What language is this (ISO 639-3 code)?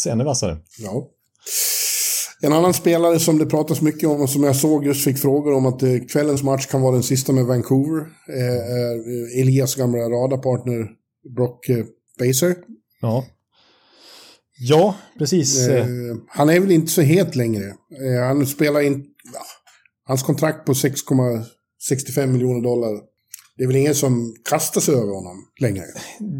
swe